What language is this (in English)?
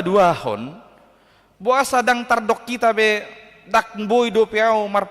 Batak Toba